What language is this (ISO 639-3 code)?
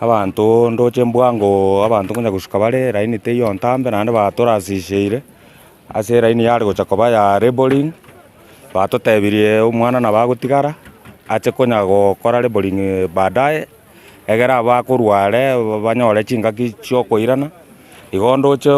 guz